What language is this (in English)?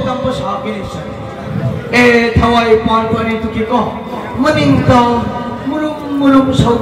Manipuri